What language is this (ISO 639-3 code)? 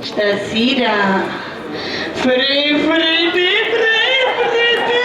scn